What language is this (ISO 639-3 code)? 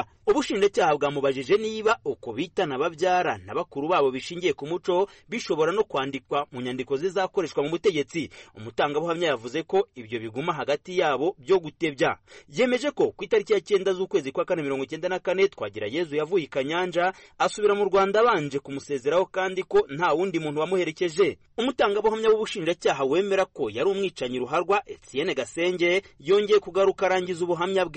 kin